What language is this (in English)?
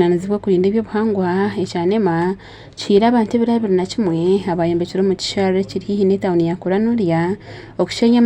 Nyankole